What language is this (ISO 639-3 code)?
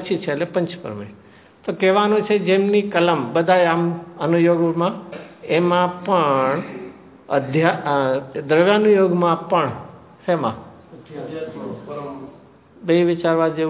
guj